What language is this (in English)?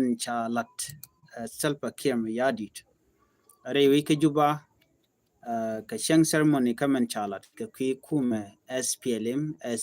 Nuer